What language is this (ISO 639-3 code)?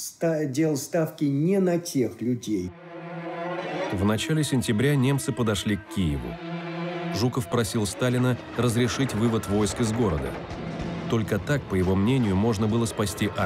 rus